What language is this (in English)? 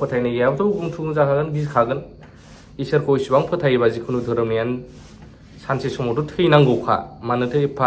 Bodo